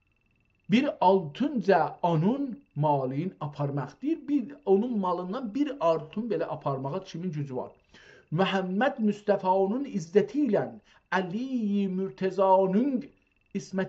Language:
South Azerbaijani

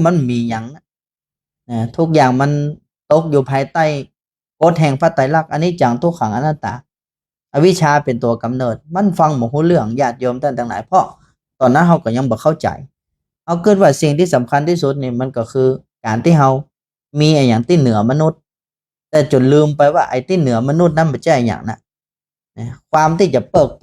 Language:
Northern Thai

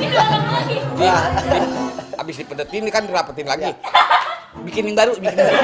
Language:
Betawi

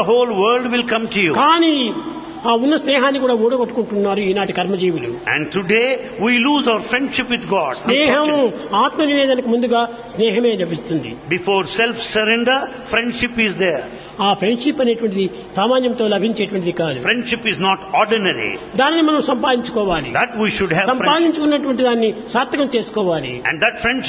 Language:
Telugu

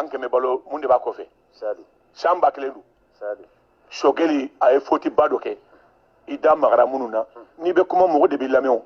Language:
Bambara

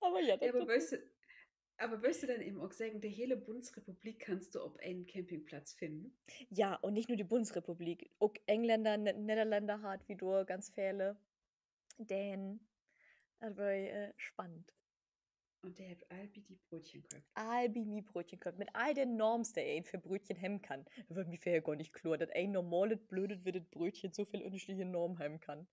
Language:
Low German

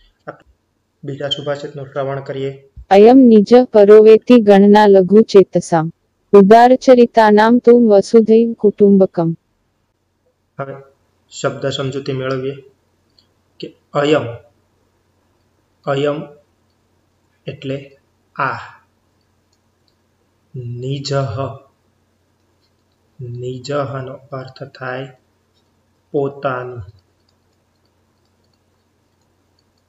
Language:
Gujarati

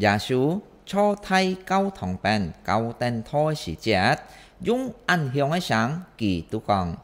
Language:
Hakka Chinese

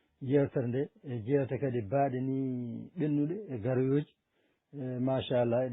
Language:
Fula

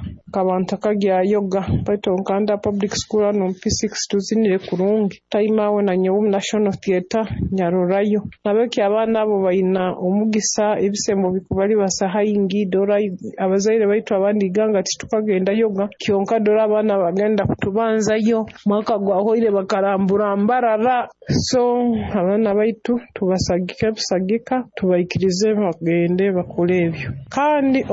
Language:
Nyoro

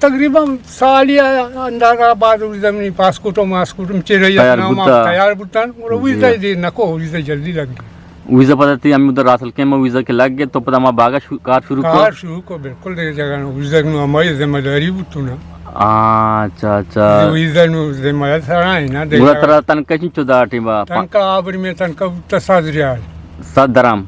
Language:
Eastern Balochi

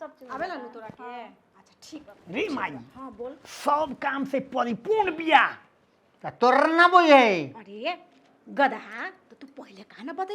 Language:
Bhojpuri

